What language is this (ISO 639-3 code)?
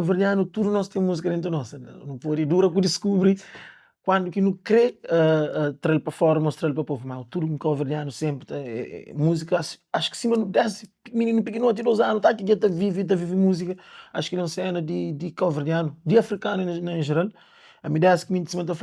kea